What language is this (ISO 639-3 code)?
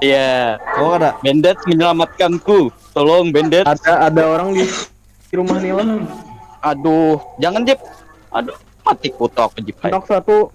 bjn